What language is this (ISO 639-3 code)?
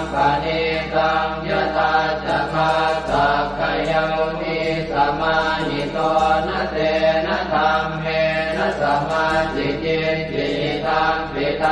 pli